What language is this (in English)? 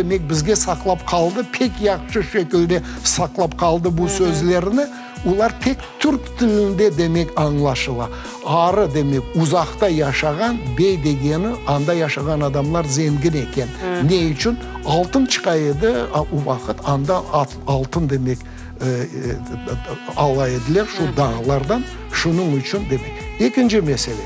Crimean Tatar